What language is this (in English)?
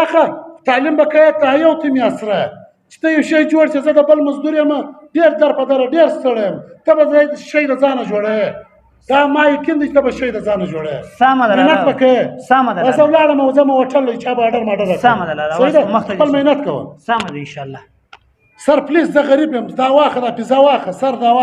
Pashto